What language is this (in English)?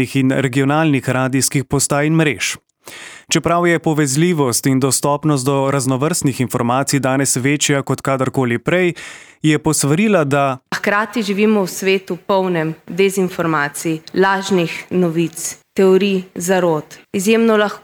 Slovenian